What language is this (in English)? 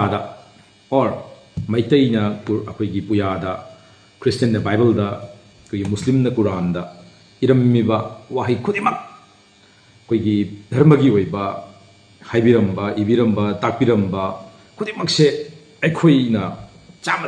Manipuri